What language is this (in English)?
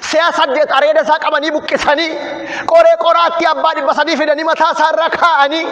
Oromo